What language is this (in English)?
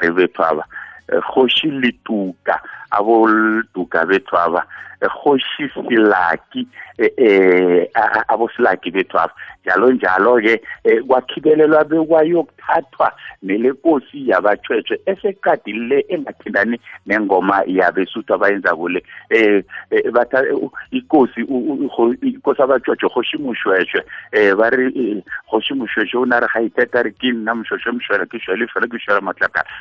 South Ndebele